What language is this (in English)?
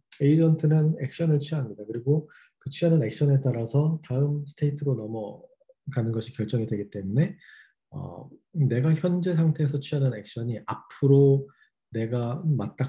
Korean